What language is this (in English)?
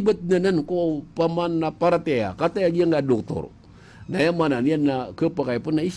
Maranao